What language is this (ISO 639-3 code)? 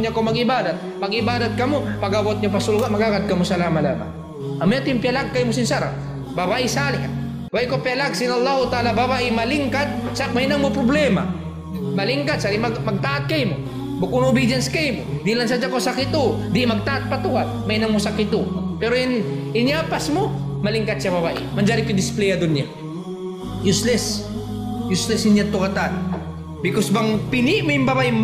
tsg